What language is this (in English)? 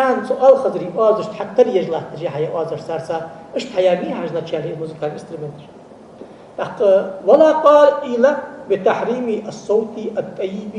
Ingush